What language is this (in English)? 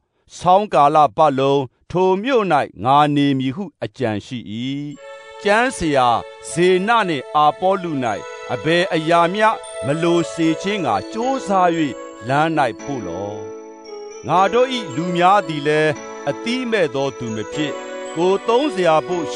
Burmese